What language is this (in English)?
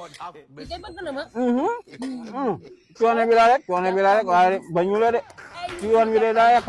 Wolof